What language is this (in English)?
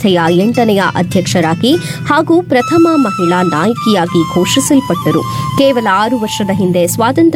Kannada